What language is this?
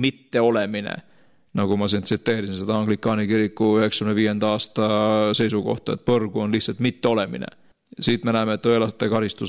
Estonian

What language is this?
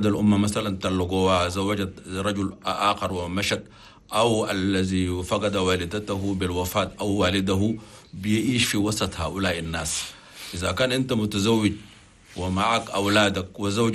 Chadian Arabic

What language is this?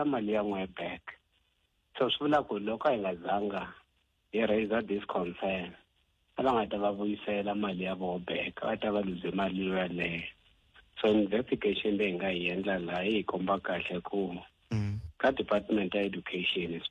Tsonga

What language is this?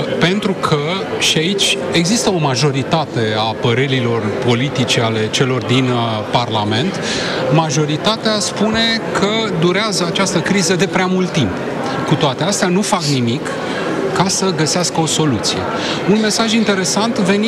Romanian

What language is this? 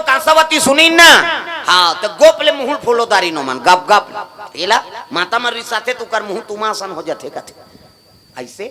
Chhattisgarhi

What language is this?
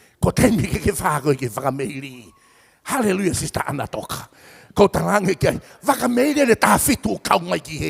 Tongan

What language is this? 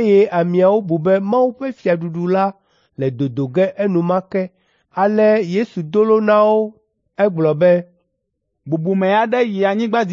Ewe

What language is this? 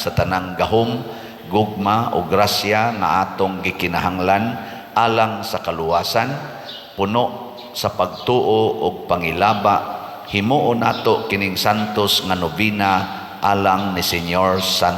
Cebuano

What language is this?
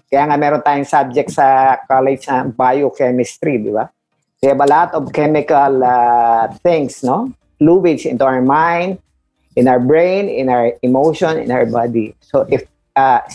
Filipino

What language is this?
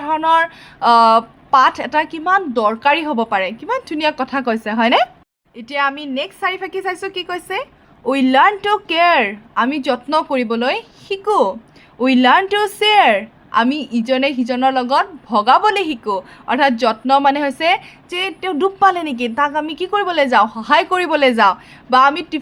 Assamese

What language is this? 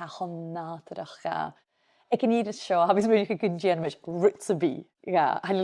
Scottish Gaelic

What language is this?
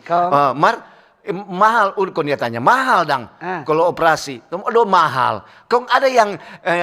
Manado Malay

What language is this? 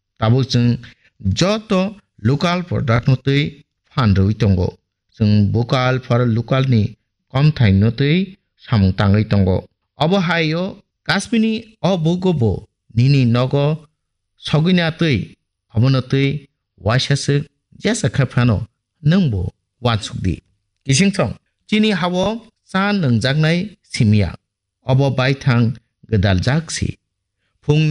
Kok Borok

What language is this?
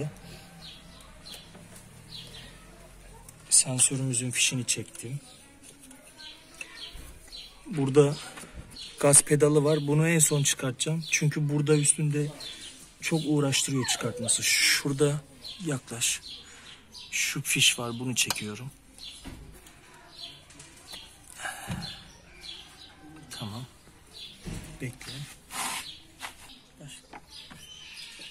Turkish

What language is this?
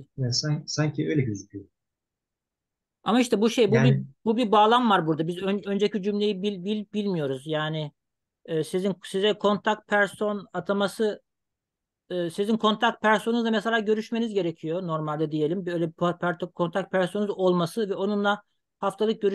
Turkish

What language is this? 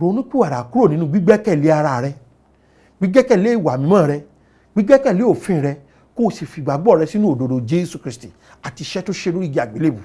Yoruba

